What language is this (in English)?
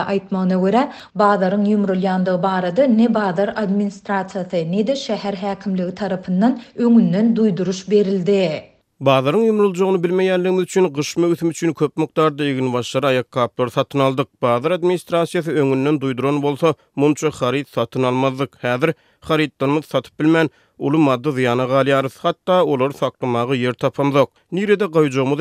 Turkmen